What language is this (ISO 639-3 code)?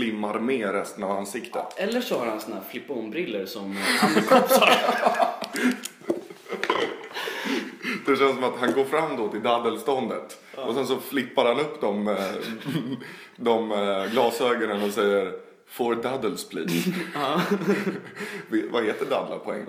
swe